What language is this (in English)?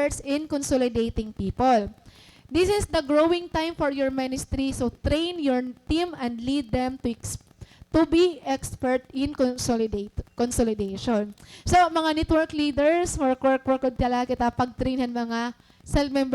Waray